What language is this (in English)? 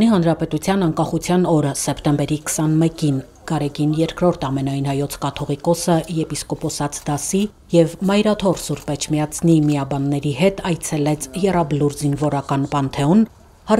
Armenian